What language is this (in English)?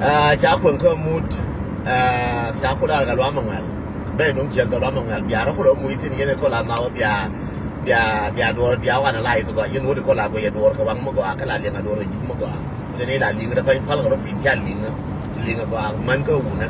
Nuer